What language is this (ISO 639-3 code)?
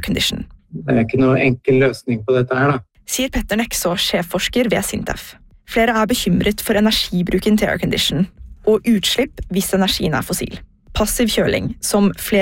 nor